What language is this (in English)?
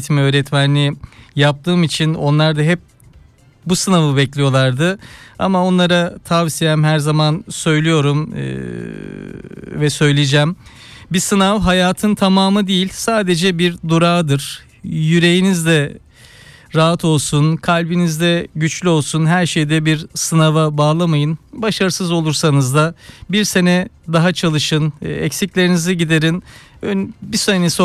Turkish